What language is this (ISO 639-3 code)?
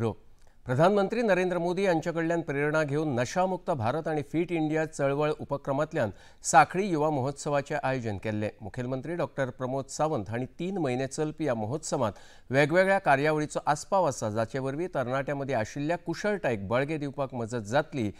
kok